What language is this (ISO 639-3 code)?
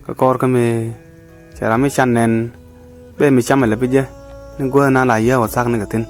nus